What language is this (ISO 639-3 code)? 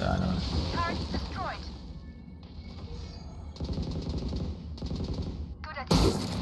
fin